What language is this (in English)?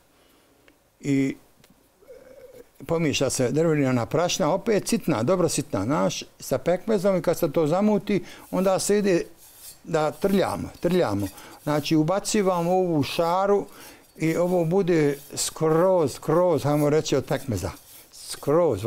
Bosnian